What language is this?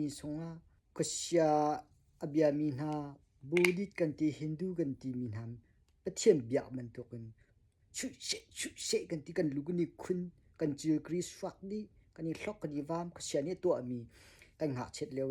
Hakha Chin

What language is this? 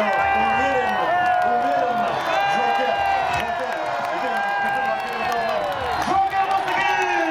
Yakut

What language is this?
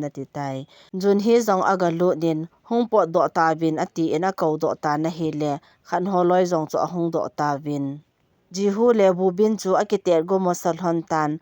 Thado Chin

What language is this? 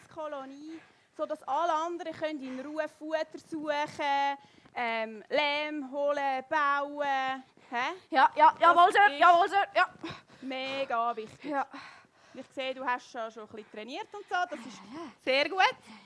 Swiss German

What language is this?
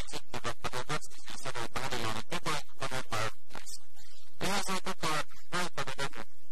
Finnish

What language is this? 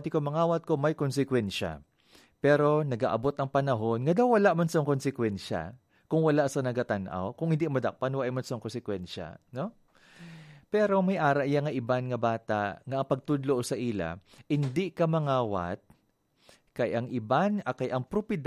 Hiligaynon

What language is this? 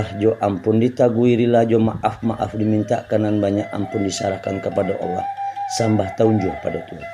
Minangkabau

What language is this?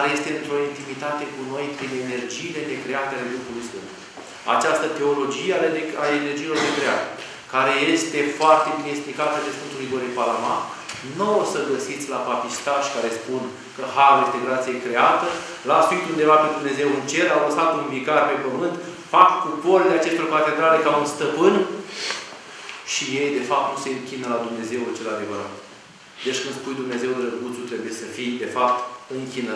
Romanian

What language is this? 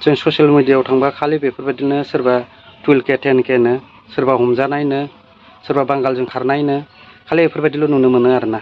Bodo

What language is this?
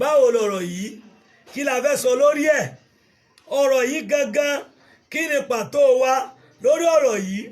Yoruba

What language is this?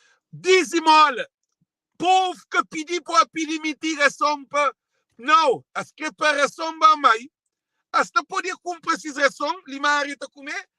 Kabuverdianu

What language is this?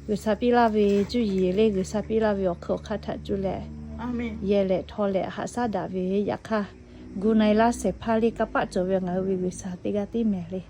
Lahu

